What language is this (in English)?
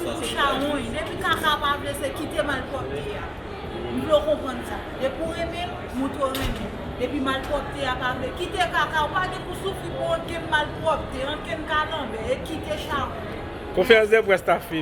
Haitian Creole